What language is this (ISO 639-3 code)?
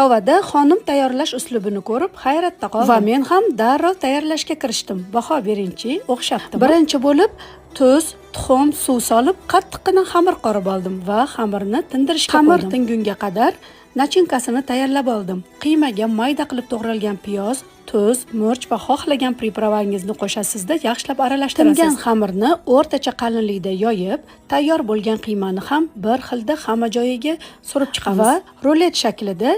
uzb